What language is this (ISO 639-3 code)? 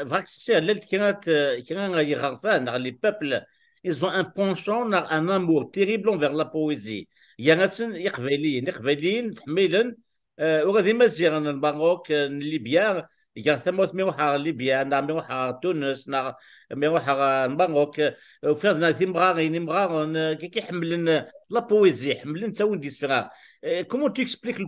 kab